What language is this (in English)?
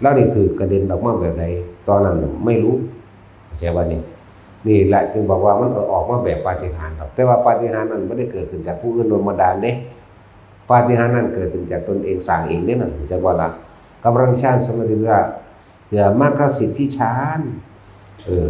Northeastern Thai